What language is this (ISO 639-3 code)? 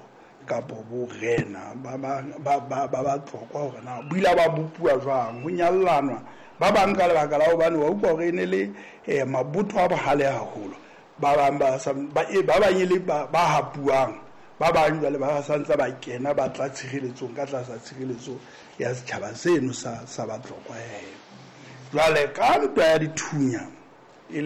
sot